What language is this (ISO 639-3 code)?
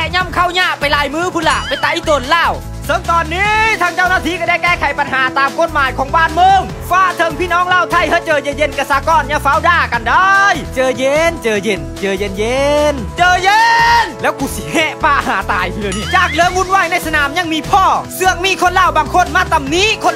lao